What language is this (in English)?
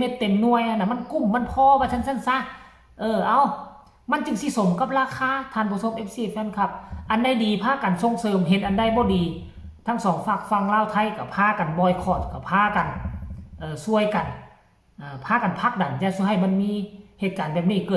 Northeastern Thai